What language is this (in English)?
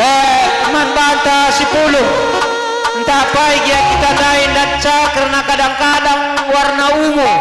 Batak Karo